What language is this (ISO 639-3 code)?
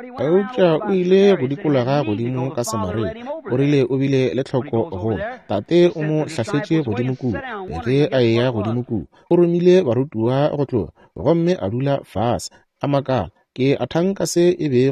nso